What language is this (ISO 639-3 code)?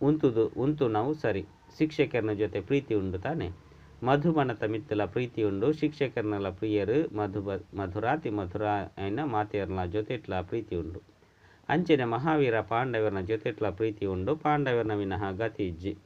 tcy